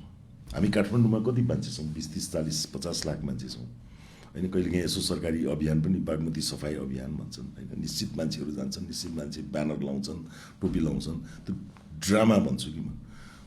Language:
Nepali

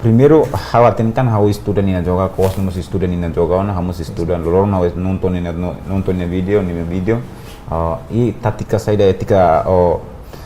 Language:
Tetum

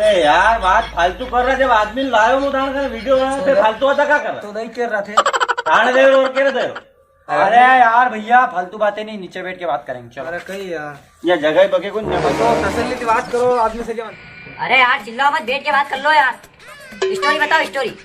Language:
Rajasthani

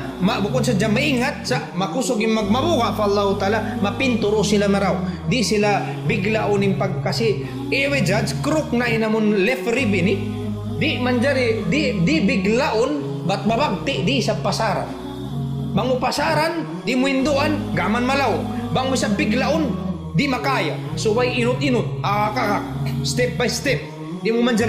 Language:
Tausug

